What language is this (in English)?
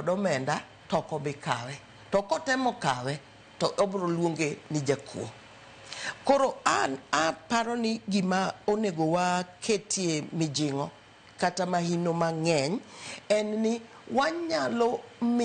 Luo (Kenya and Tanzania)